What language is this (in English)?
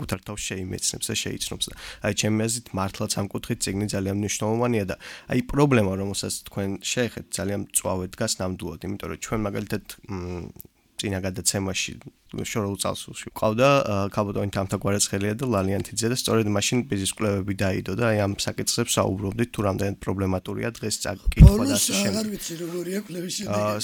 Georgian